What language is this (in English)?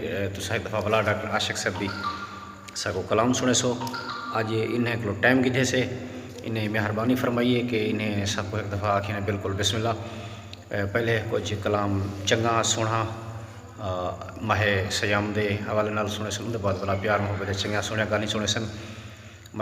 Saraiki